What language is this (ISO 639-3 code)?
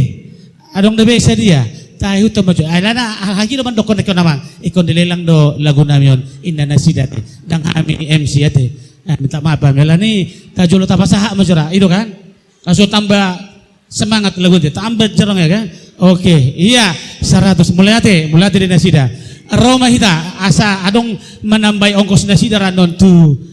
bbc